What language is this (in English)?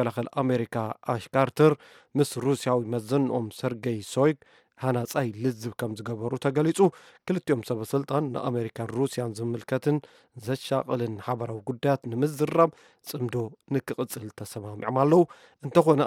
Tigrinya